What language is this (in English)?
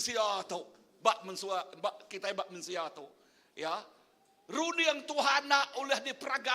Iban